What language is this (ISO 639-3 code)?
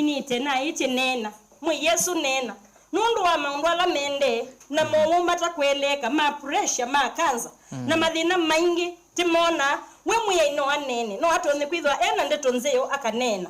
kam